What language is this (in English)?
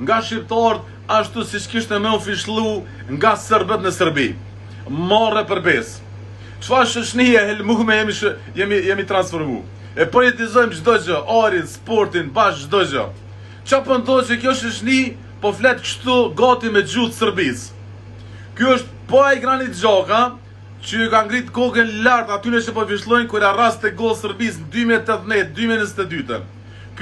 Albanian